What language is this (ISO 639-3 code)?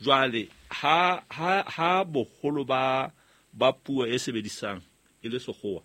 sot